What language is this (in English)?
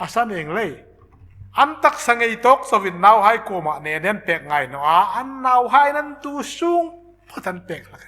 Hmar